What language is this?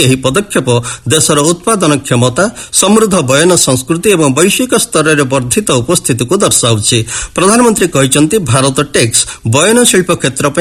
Odia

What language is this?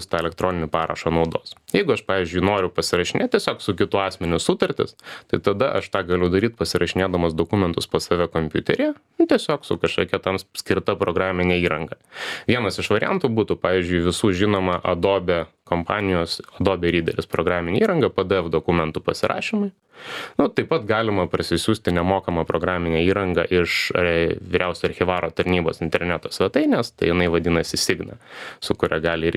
Lithuanian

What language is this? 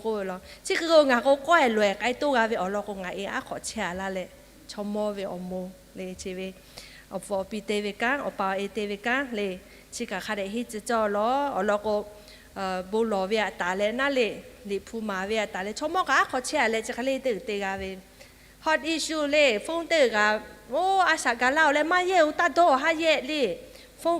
Lahu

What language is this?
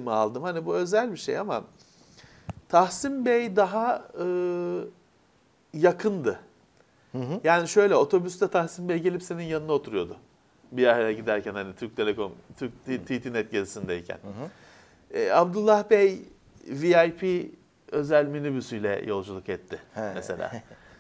Turkish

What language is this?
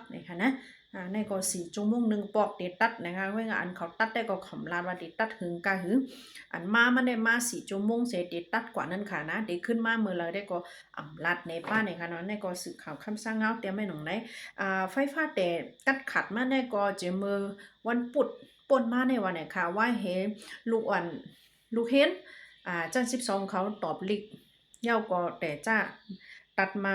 Shan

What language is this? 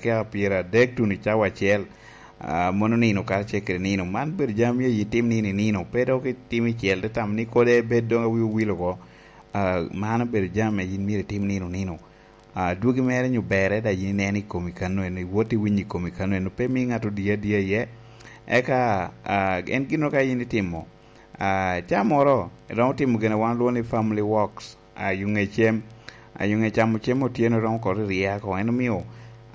Lango (Uganda)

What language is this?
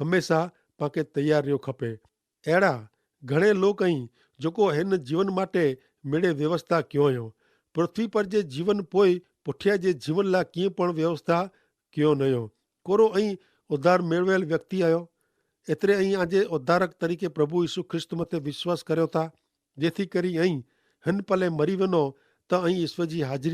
Kachhi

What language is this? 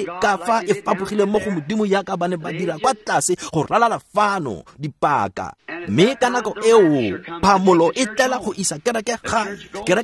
Tswana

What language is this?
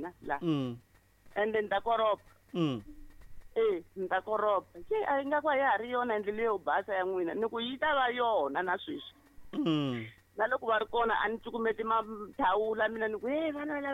Tsonga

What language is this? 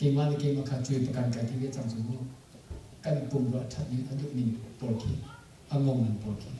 Hakha Chin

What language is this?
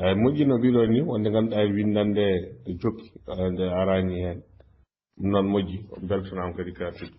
Fula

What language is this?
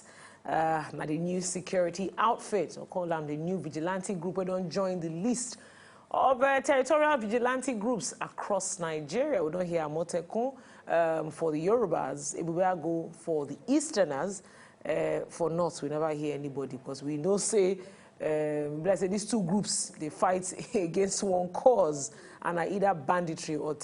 Nigerian Pidgin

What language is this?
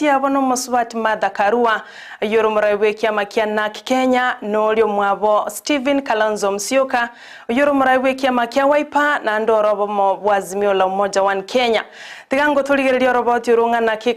Gusii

